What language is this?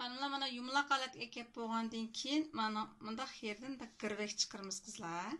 Uyghur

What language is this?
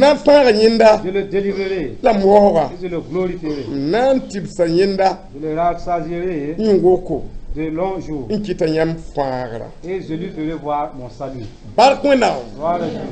Mossi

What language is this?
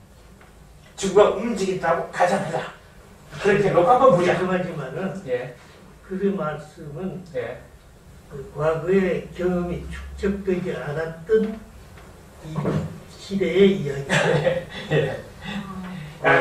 Korean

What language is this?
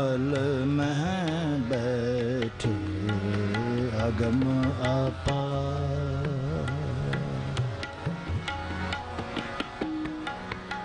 Punjabi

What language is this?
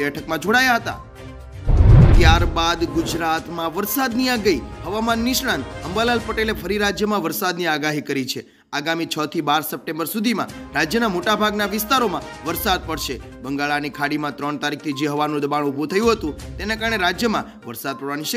Gujarati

